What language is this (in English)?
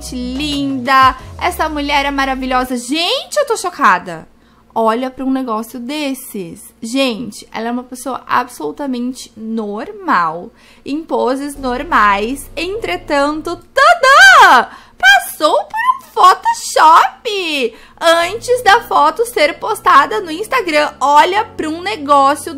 Portuguese